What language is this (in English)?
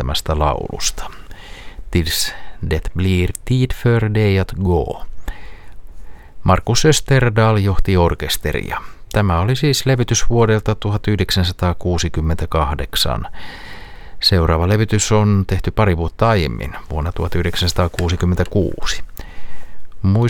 Finnish